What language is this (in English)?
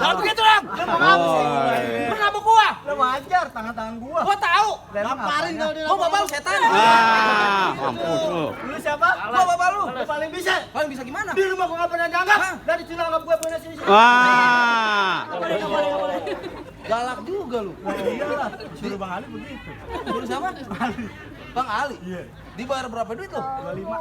Betawi